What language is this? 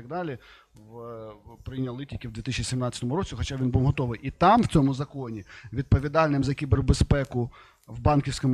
Ukrainian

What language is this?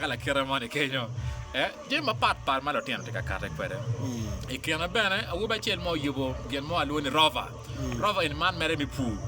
Acoli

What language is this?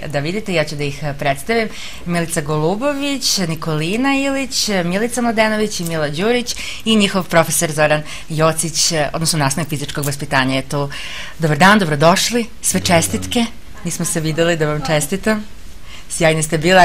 Serbian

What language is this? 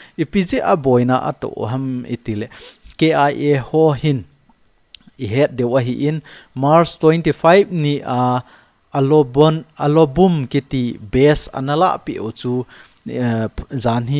Thado Chin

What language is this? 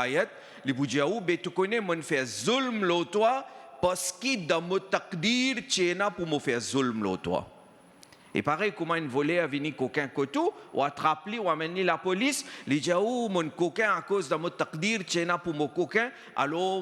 Morisyen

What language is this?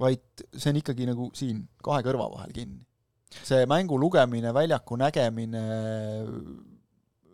Estonian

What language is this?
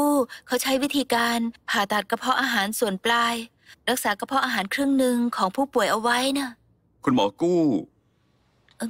Thai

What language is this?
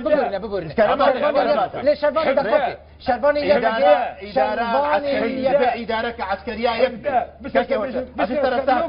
Kurdish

